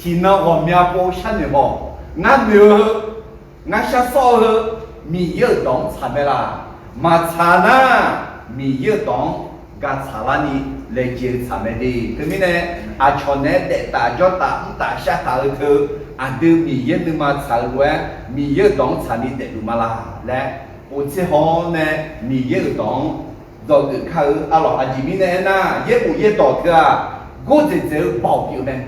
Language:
Akha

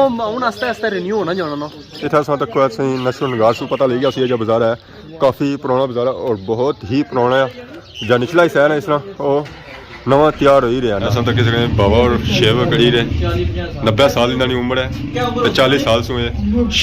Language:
Pahari-Potwari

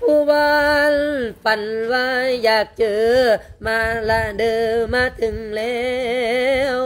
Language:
Lao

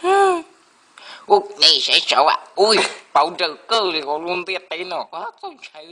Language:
Hmong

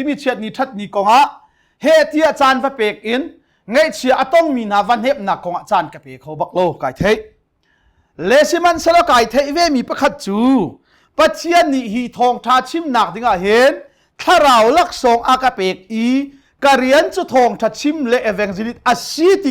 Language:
Hakha Chin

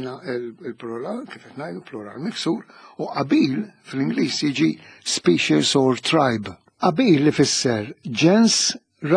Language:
Maltese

